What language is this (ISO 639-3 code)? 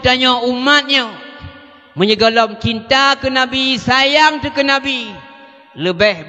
ace